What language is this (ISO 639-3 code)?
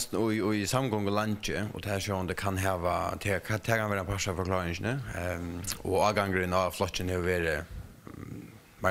fao